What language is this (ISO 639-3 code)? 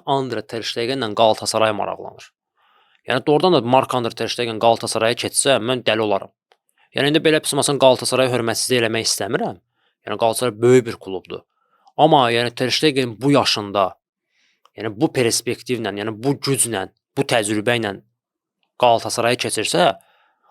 aze